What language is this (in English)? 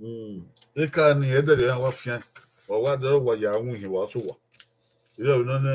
Bini